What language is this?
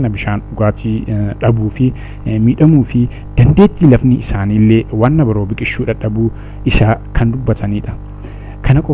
Oromo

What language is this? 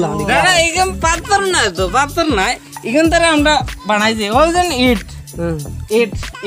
Sylheti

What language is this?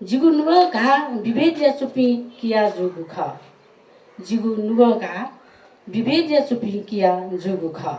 Newari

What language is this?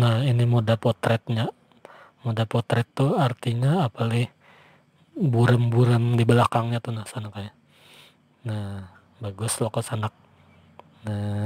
Banjar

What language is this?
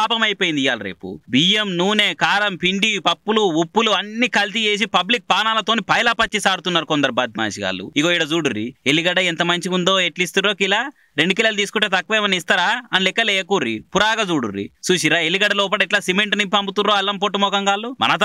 Telugu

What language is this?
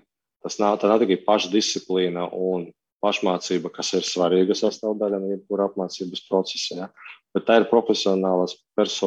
Latvian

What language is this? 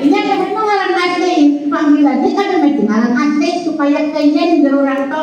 Banjar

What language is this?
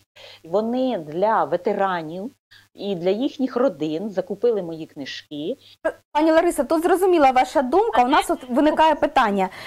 Ukrainian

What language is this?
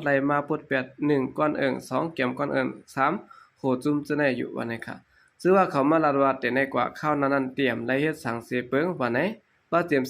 Shan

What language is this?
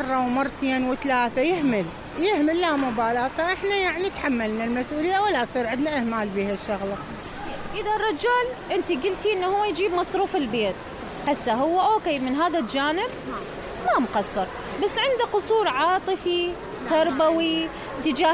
Mesopotamian Arabic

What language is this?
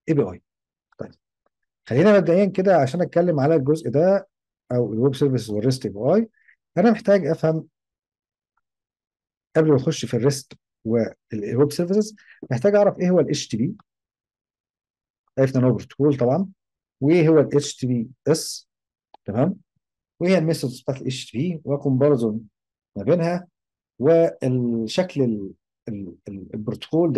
Egyptian Arabic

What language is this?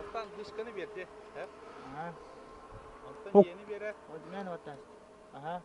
Yakut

